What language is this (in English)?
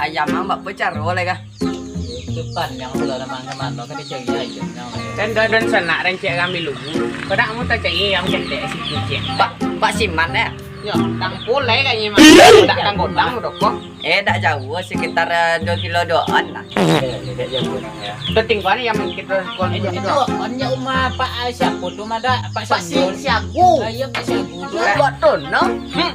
Minangkabau